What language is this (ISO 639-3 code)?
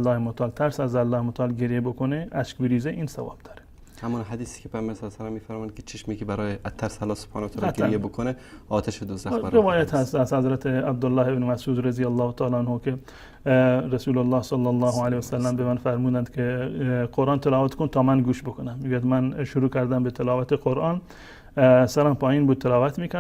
fas